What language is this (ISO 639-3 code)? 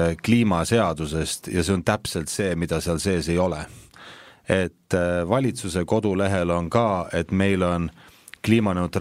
est